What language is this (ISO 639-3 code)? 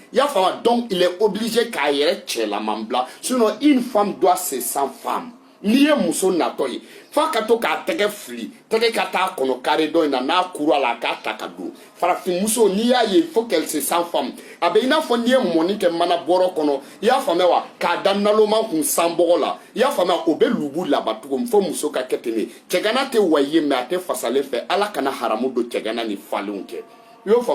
bam